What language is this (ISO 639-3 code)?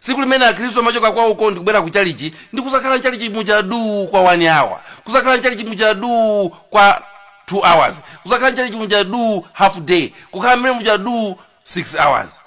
nya